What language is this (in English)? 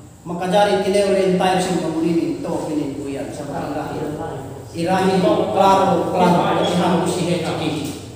Yakan